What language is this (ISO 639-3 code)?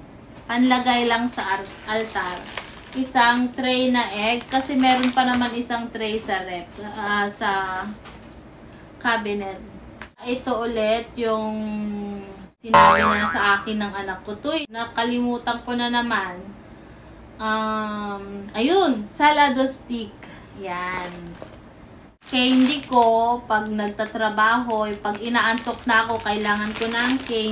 fil